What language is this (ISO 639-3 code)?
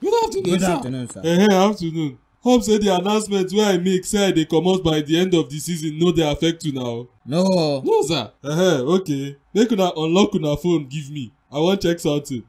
pcm